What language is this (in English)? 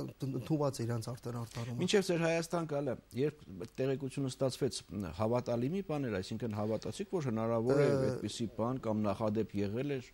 Armenian